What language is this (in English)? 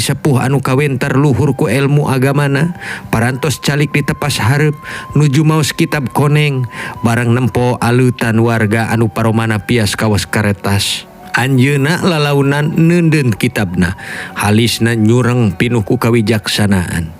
Sundanese